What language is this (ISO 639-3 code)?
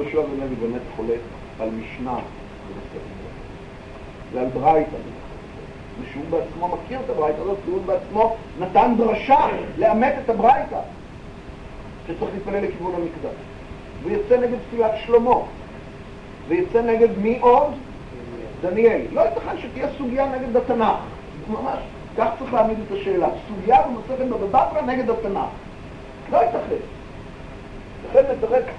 heb